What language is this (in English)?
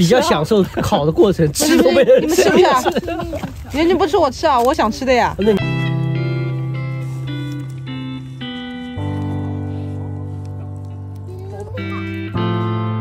Chinese